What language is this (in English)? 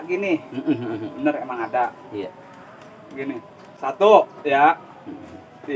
Betawi